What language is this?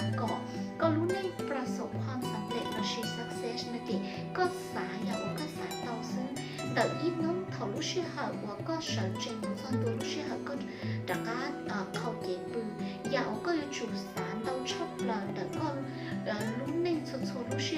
Hmong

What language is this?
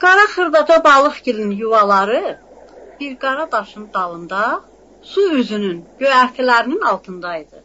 South Azerbaijani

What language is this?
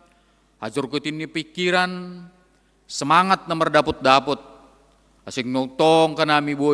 Batak Simalungun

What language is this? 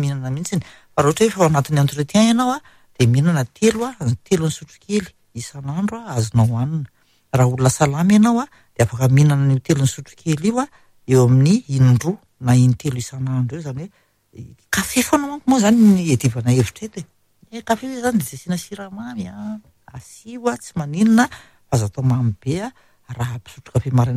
Malagasy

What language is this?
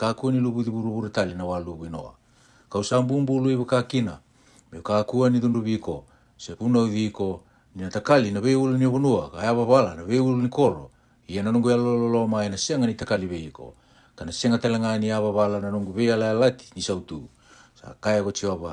Fijian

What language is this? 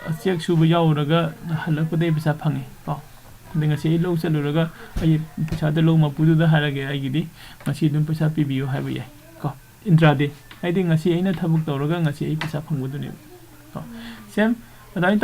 Manipuri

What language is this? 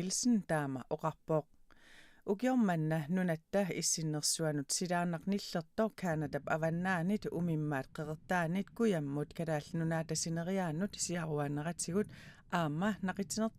Kalaallisut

